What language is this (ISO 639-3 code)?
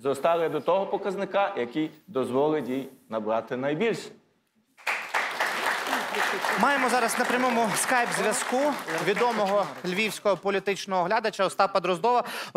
ukr